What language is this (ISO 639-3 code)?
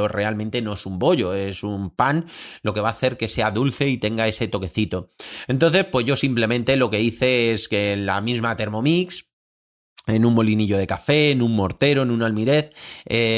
spa